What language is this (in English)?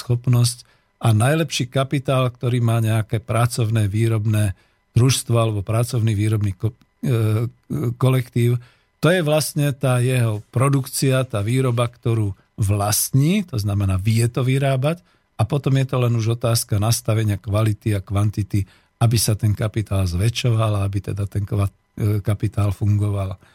Slovak